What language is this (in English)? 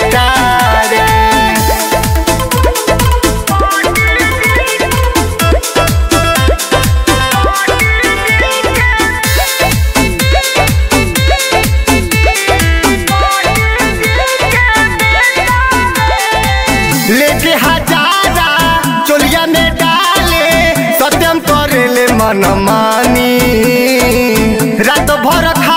Bhojpuri